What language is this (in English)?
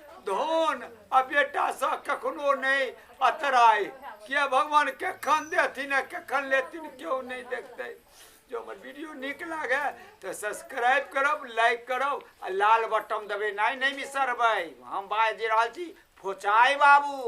Maithili